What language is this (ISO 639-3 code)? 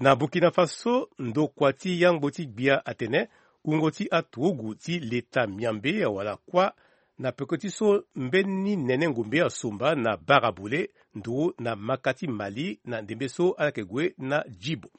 sag